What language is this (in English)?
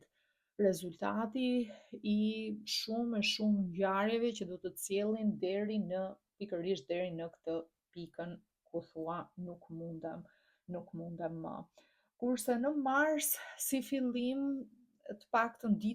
Albanian